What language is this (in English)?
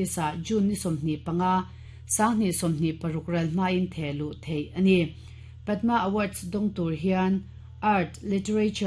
Mizo